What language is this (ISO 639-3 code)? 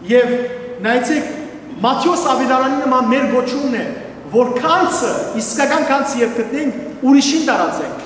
hyw